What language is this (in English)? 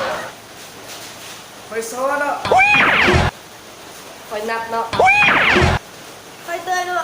Lao